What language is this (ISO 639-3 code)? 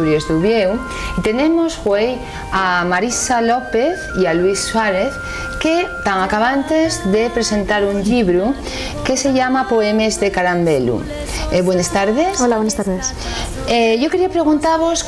ast